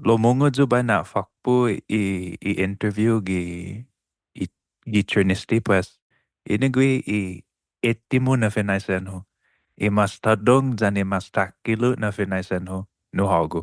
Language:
Chamorro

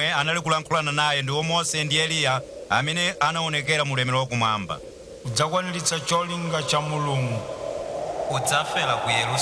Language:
Nyanja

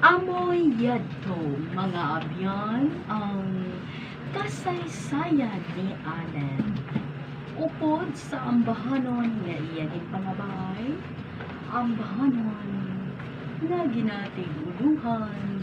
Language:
Hiligaynon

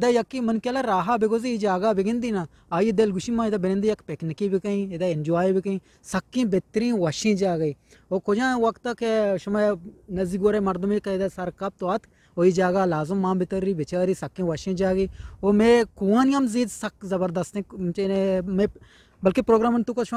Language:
Eastern Balochi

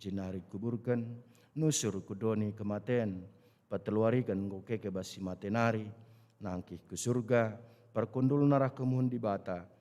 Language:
Batak Karo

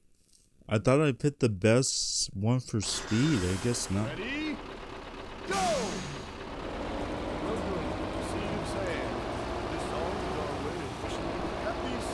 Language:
English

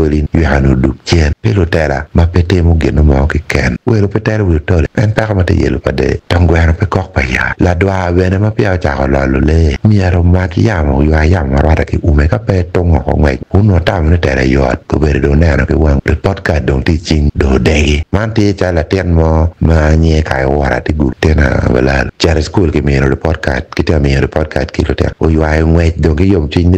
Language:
Acoli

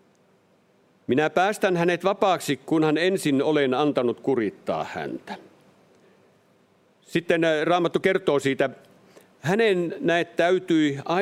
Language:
Finnish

